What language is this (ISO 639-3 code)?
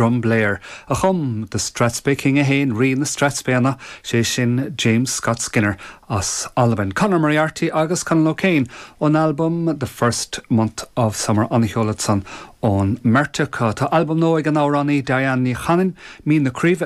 gle